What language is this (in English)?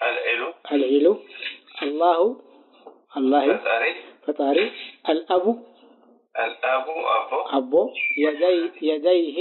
Tigrinya